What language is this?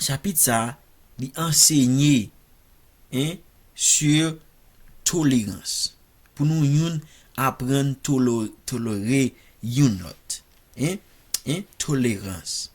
Haitian Creole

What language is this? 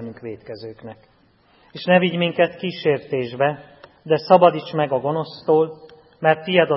Hungarian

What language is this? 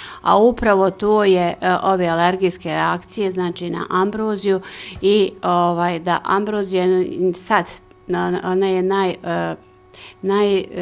Bosnian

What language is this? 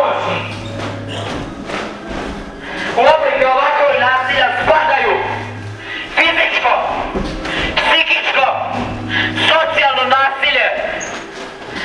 Serbian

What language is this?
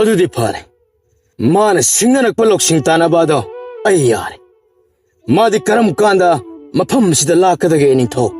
Manipuri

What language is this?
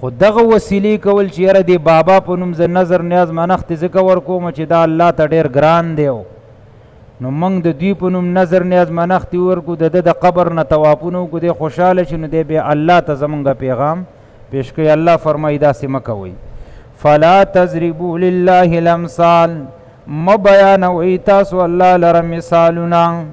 Pashto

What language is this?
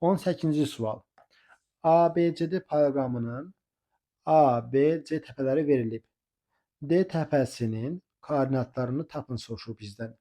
Azerbaijani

